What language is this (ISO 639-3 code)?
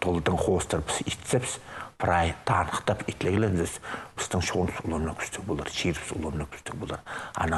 kjh